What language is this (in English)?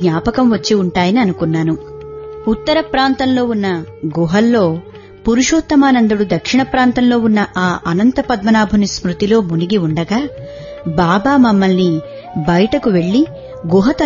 Telugu